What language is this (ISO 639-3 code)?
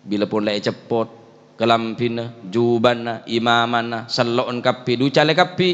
mad